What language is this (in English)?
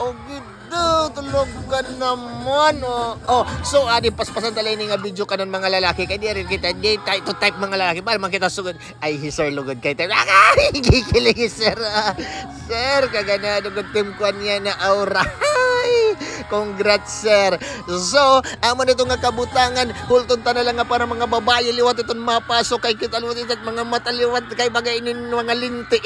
Waray